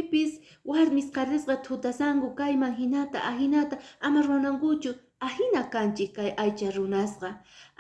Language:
Quechua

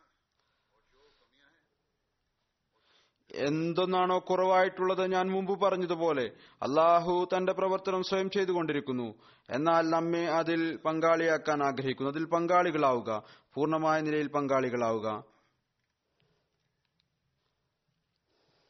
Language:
Malayalam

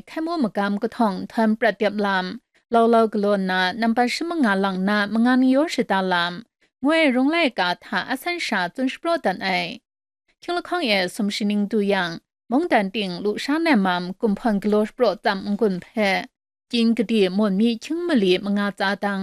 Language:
Kachin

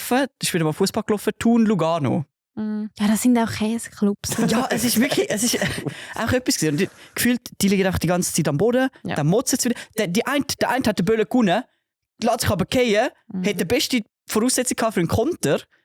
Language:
Swiss German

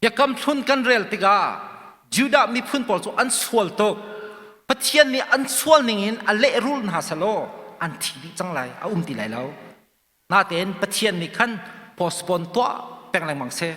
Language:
Hakha Chin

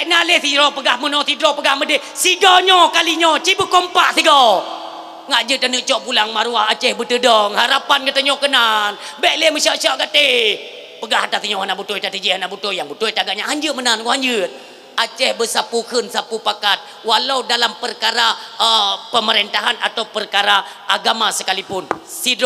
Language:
Achinese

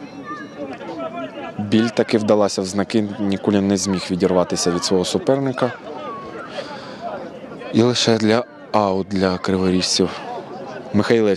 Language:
Ukrainian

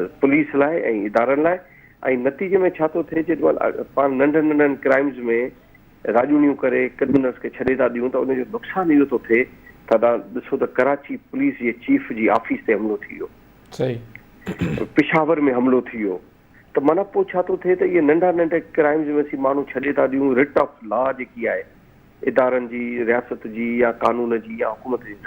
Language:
Sindhi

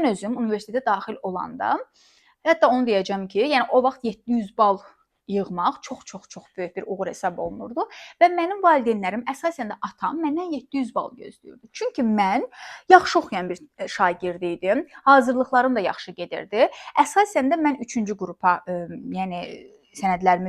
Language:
Azerbaijani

